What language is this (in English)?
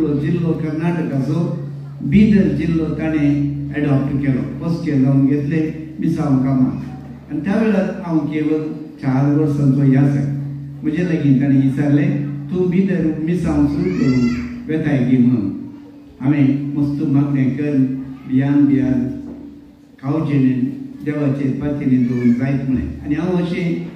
Konkani